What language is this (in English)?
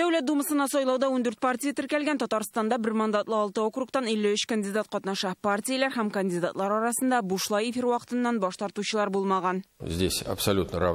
Tatar